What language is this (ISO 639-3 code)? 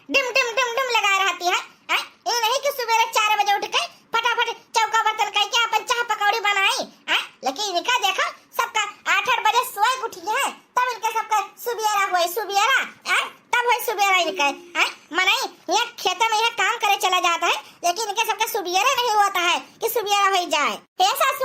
awa